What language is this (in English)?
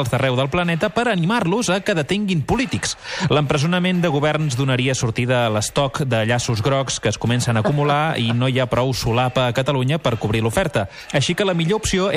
Catalan